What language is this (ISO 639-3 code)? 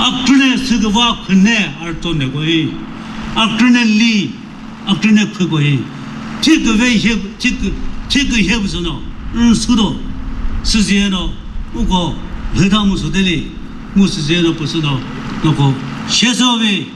nri